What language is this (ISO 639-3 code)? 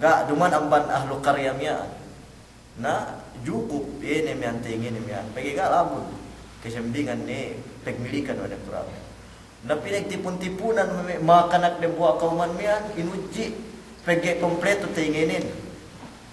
yka